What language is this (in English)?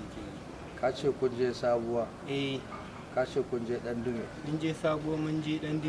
Hausa